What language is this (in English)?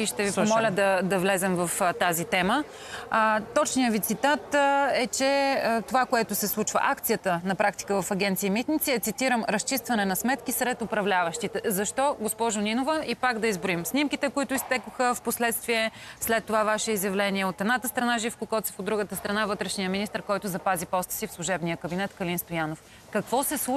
Bulgarian